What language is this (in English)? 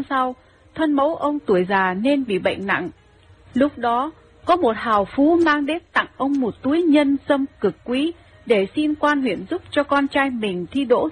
Vietnamese